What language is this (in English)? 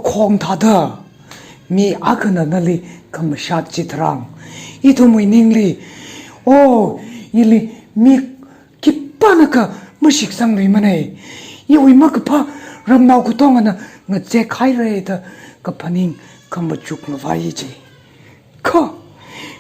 Tangkhul Naga (India)